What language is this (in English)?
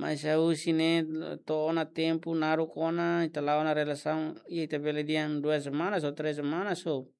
Tetum